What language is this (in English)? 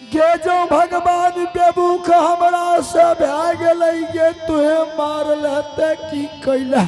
Angika